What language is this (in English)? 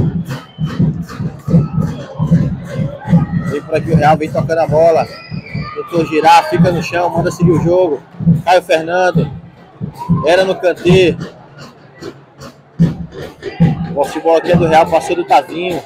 Portuguese